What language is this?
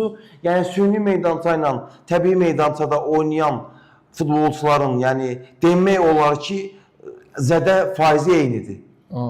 Azerbaijani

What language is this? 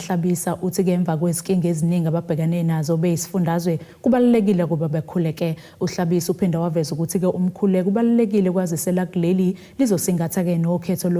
Zulu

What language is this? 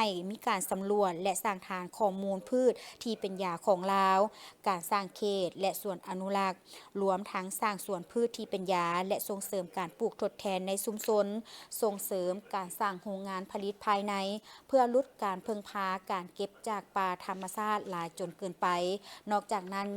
Lao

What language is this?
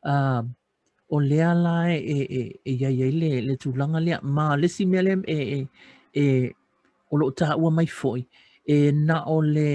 Samoan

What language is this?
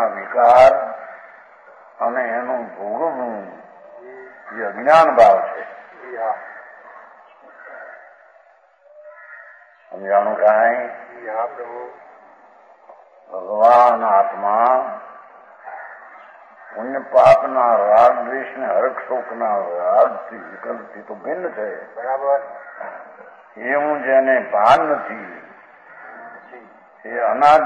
Gujarati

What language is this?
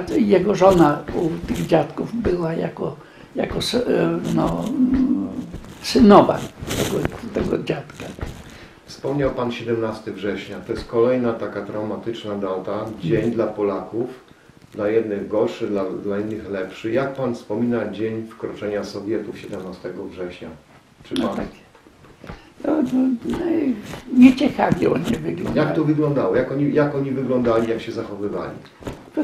Polish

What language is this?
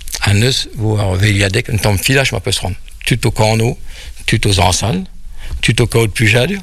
Breton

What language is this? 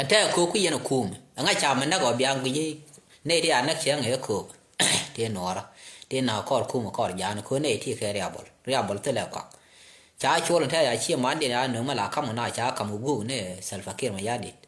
Nuer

